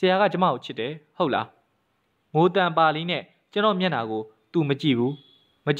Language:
Burmese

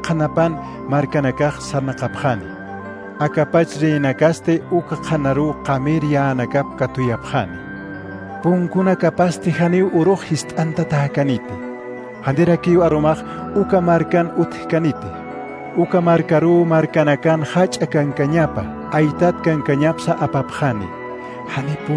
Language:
Aymara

